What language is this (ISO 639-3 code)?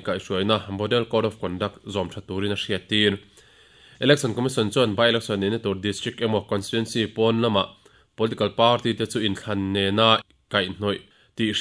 lus